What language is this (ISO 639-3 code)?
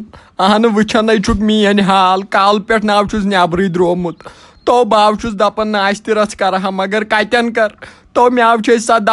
kas